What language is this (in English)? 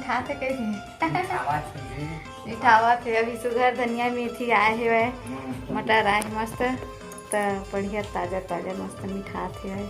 Chhattisgarhi